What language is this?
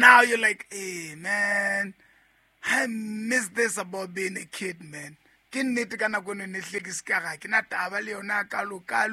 Southern Sotho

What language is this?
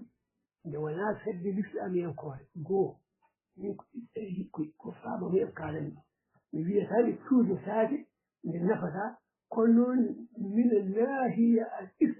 Fula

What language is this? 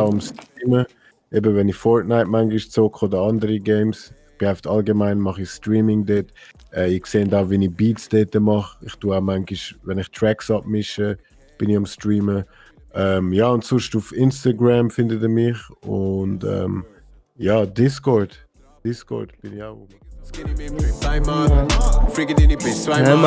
Swiss German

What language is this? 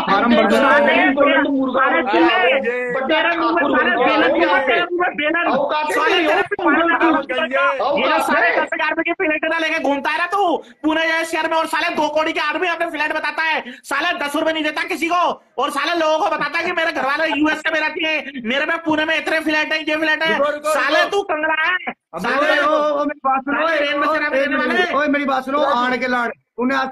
Hindi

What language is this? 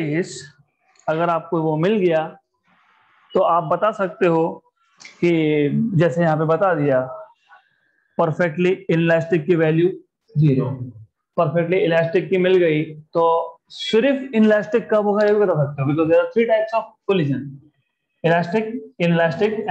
Hindi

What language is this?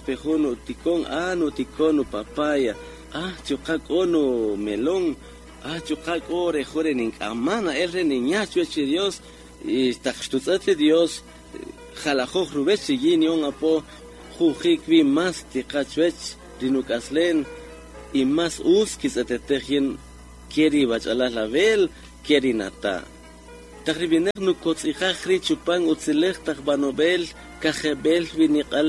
Kaqchikel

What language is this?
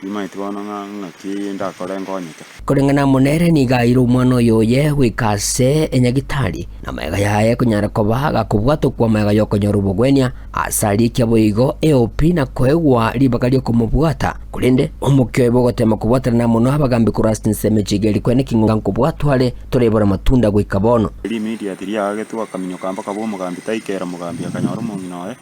Gusii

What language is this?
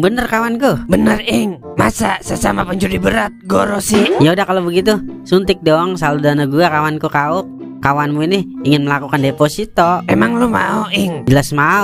Betawi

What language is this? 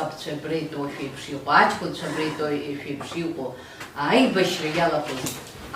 Abkhazian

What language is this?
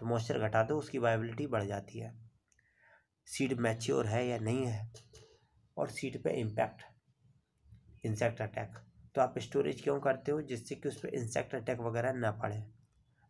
Hindi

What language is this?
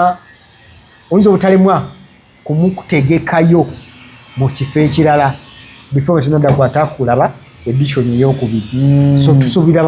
Ganda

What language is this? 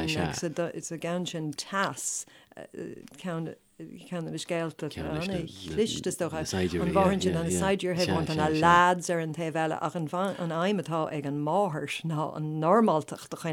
Irish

